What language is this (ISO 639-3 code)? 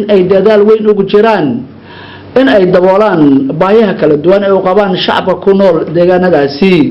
som